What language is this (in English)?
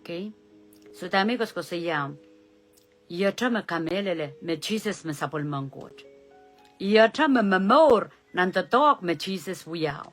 Pohnpeian